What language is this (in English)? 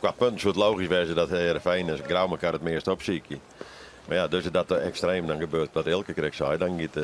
Western Frisian